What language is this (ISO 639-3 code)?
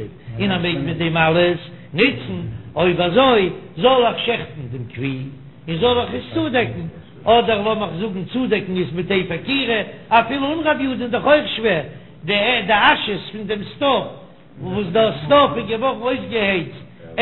yid